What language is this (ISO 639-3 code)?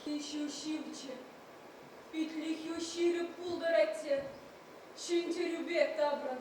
chv